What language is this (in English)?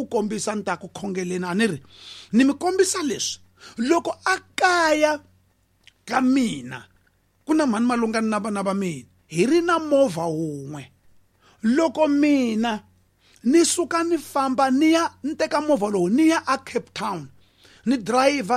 Tsonga